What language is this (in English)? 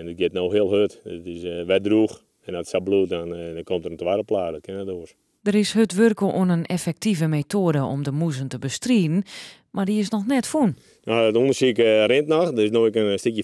Western Frisian